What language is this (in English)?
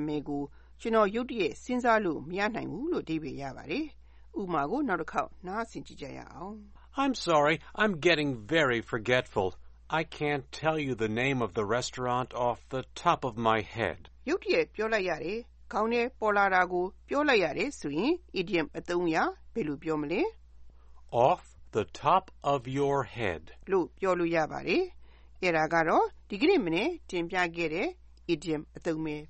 Burmese